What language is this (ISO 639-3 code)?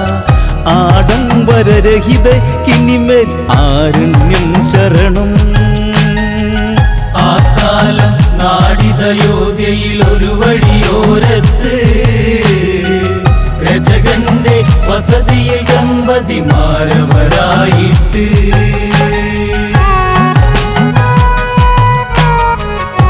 mal